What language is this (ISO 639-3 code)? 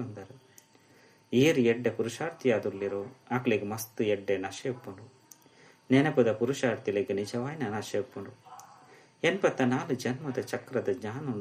tcy